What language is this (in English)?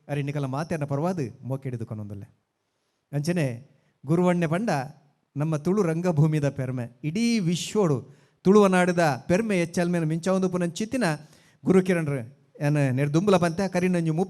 Tulu